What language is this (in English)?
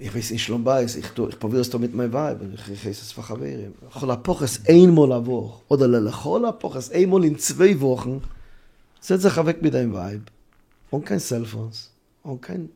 Yiddish